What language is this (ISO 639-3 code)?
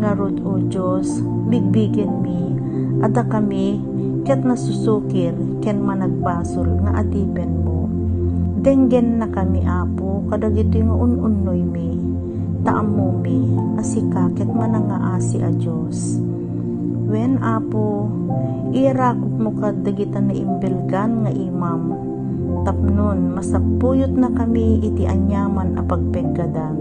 ilo